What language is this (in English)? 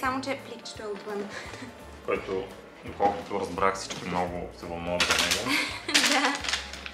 Bulgarian